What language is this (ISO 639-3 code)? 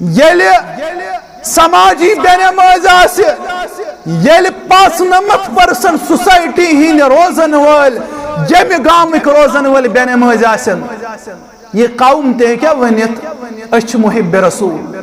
kas